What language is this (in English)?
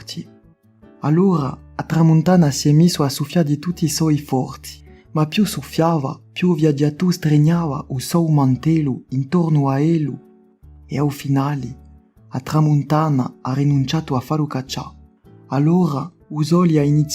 Corsican